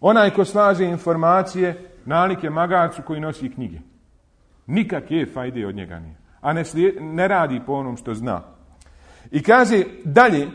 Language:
Bosnian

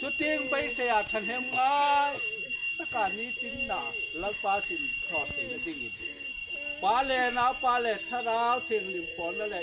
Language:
Hmar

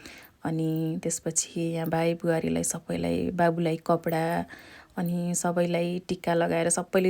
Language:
Nepali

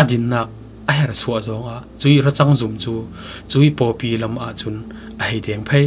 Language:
Falam Chin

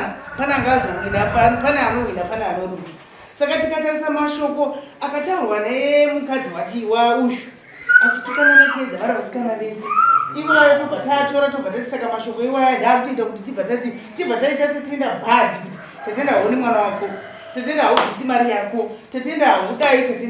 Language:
Shona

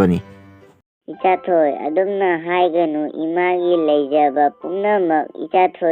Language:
Manipuri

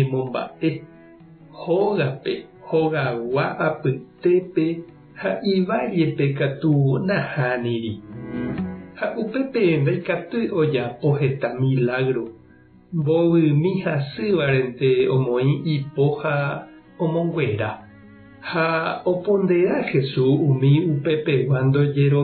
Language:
Guarani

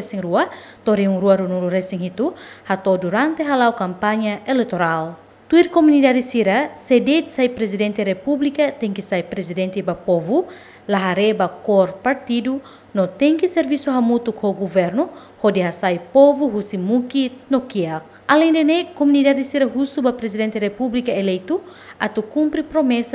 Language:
Tetum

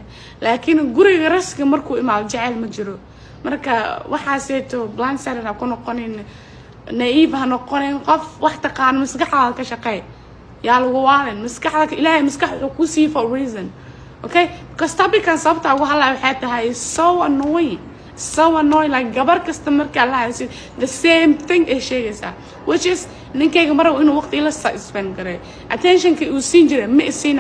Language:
Somali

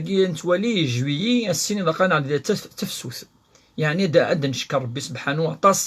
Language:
Kabyle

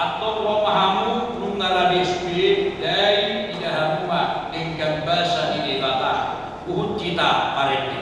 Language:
Batak Toba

